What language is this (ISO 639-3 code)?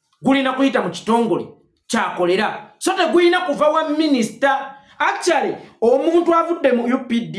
lug